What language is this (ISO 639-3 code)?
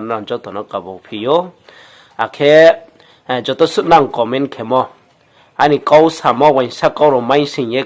ria